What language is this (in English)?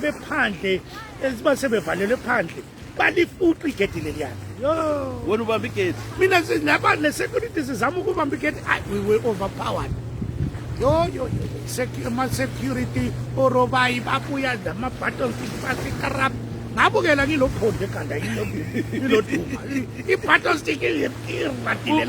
North Ndebele